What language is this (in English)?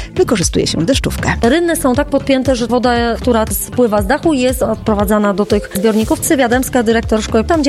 Polish